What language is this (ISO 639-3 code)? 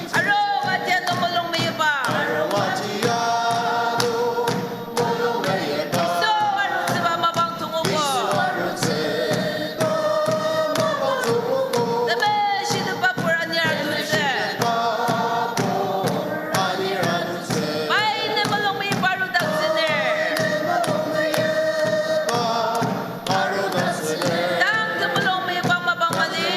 njo